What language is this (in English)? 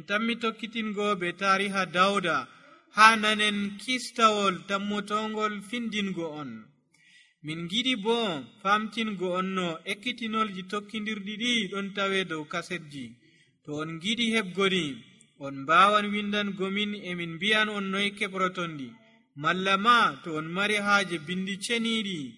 Nigerian Fulfulde